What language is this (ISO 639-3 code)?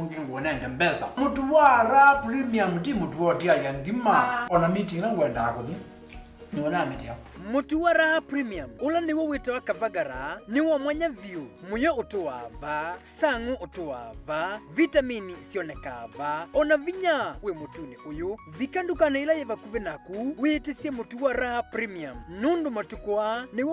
kam